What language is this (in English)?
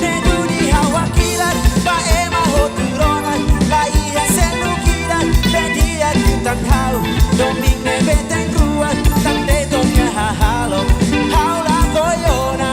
Tetum